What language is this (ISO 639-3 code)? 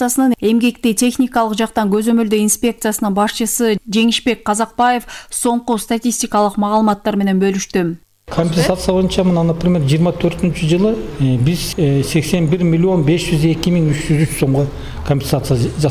kir